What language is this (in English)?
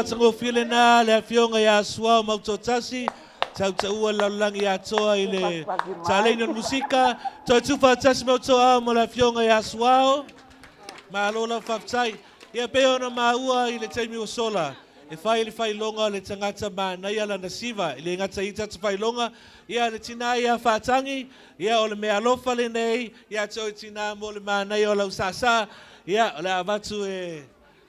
Samoan